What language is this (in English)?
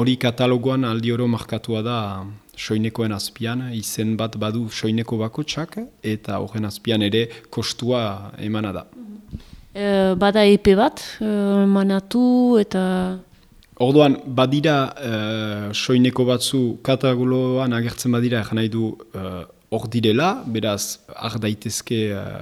Basque